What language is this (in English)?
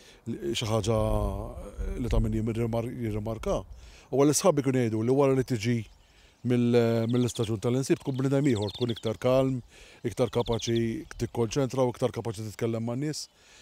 Maltese